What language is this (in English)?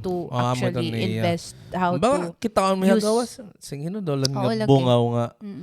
Waray